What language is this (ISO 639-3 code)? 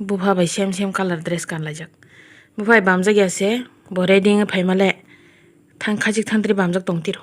trp